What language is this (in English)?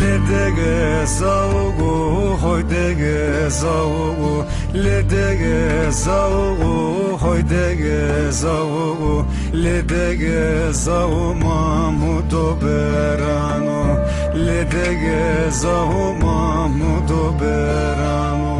Zaza